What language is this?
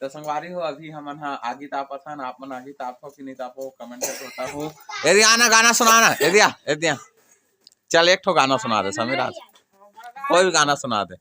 Chhattisgarhi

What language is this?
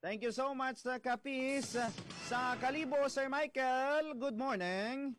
Hiligaynon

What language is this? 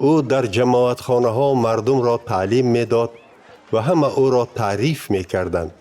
Tajik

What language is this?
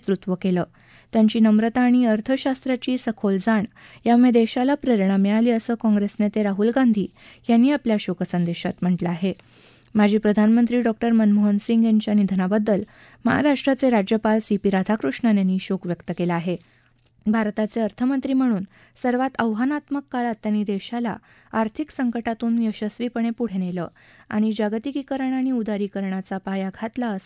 Marathi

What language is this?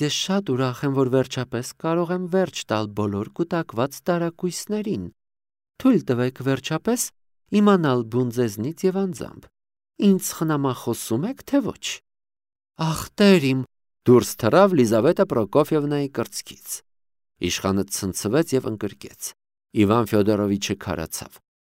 Armenian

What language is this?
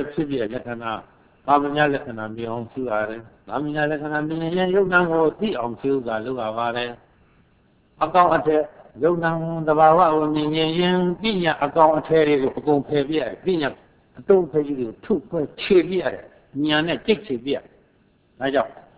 Burmese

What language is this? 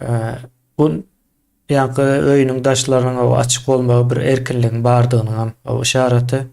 Turkmen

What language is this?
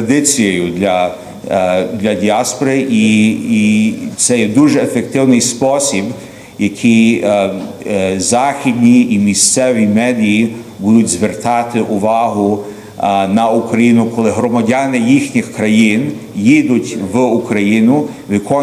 Ukrainian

